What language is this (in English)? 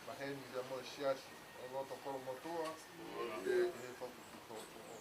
Tongan